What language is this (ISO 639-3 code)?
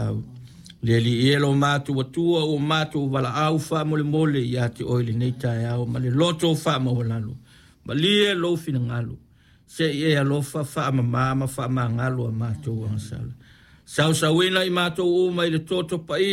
smo